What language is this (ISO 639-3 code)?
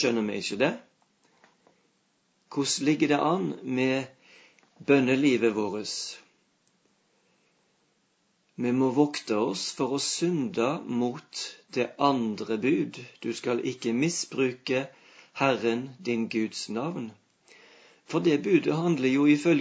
nor